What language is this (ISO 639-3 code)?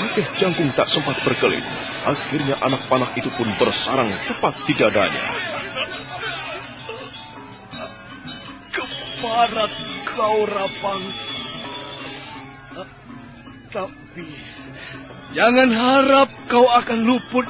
ind